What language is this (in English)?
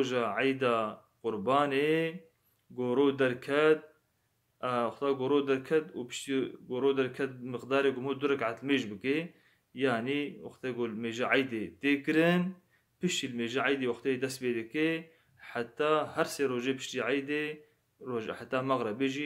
Kurdish